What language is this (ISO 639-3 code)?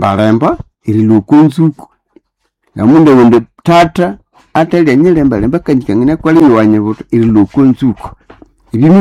nnb